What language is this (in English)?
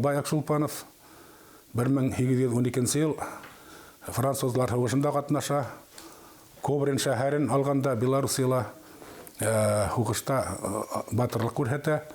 Bashkir